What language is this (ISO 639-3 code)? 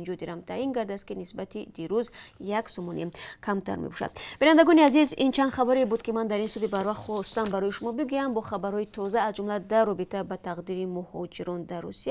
tgk